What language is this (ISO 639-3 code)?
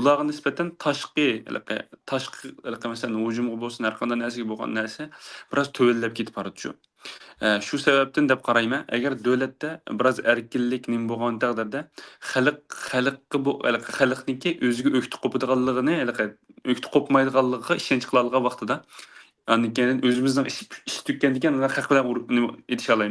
uig